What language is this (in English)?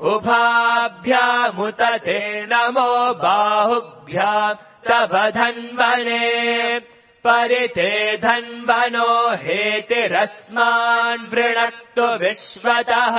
Sanskrit